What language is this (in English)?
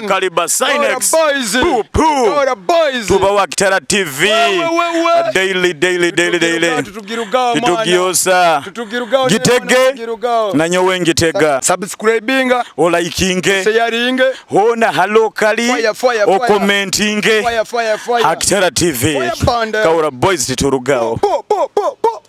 Nyoro